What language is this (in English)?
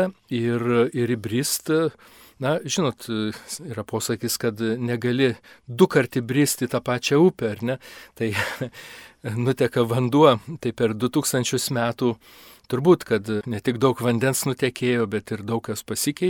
Lithuanian